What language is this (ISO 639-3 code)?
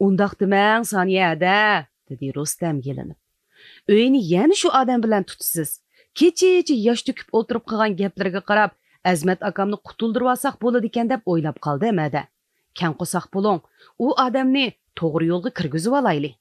uig